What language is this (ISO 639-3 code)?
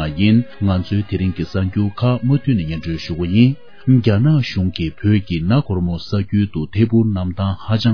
bod